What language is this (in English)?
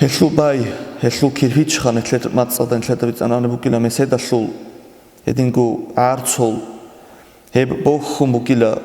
Avaric